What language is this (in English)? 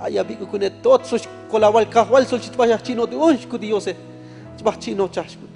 Tzotzil